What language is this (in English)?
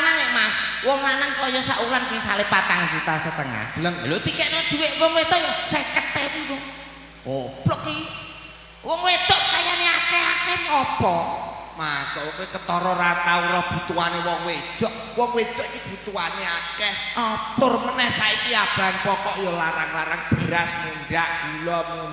Javanese